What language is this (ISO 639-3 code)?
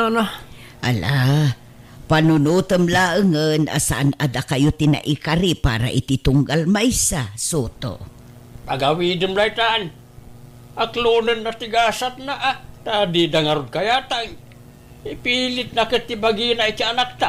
ilo